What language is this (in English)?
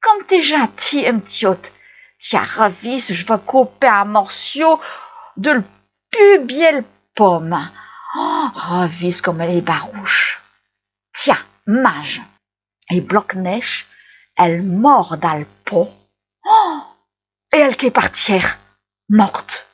Picard